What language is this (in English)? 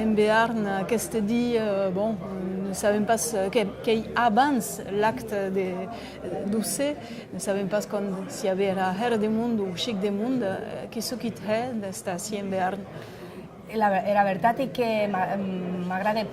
Occitan